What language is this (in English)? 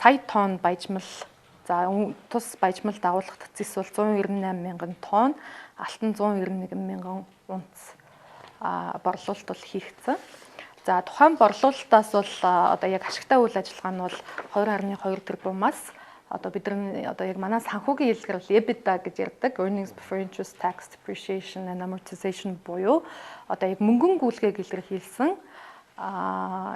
Mongolian